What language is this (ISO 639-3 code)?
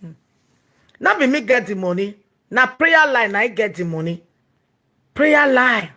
pcm